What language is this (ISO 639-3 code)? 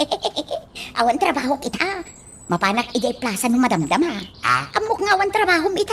ilo